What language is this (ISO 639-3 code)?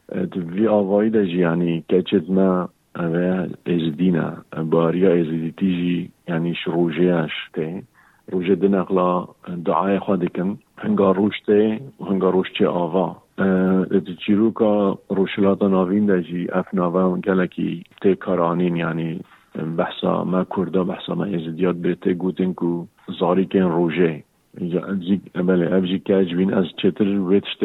kur